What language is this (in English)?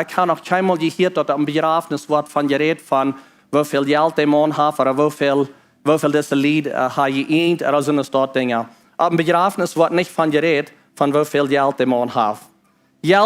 Plautdietsch